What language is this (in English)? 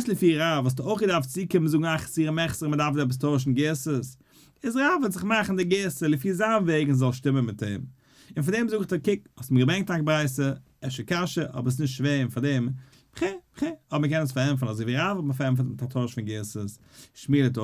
Yiddish